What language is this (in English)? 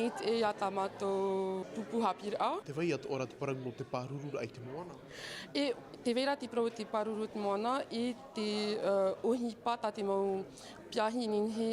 Tahitian